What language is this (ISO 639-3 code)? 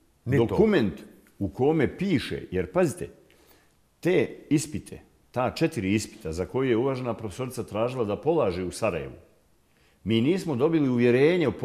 bos